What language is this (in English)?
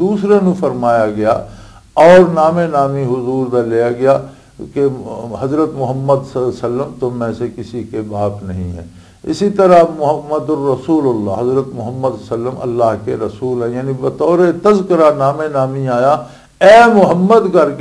Western Panjabi